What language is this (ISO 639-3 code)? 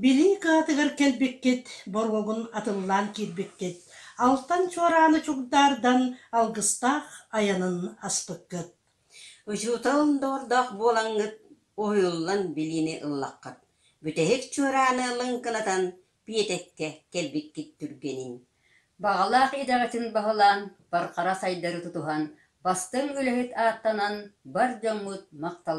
sah